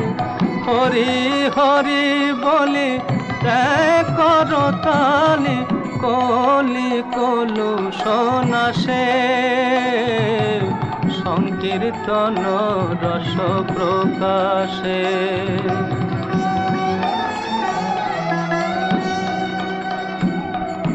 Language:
Bangla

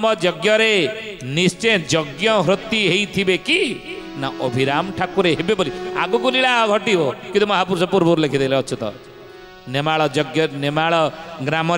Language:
Odia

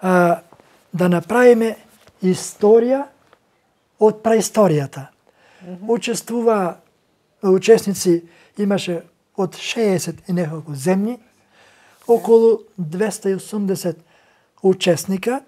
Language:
Macedonian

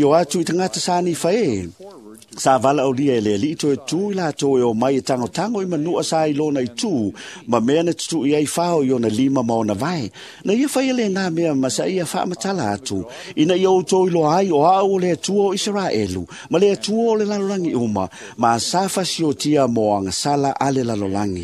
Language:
Samoan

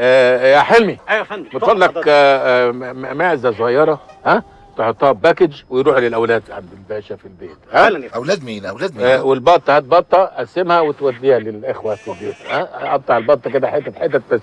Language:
Egyptian Arabic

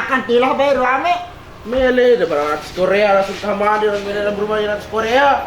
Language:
Sasak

